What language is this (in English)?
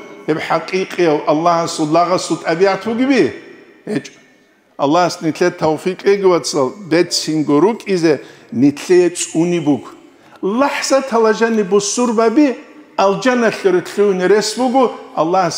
Avaric